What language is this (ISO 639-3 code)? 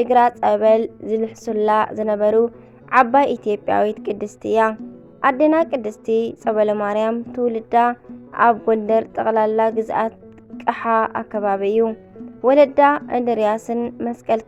tir